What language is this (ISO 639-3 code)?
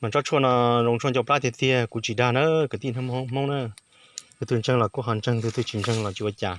hmn